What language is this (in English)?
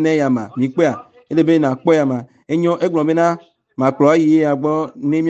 Ewe